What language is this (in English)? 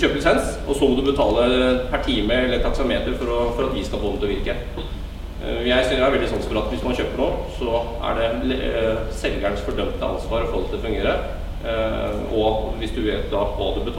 Norwegian